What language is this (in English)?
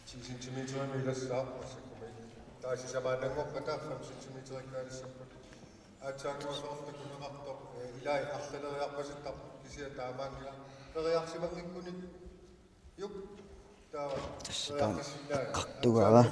Kalaallisut